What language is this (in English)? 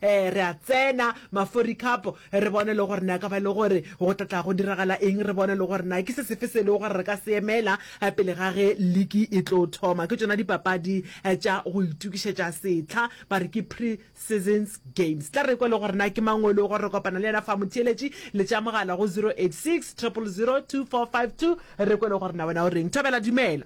Northern Sotho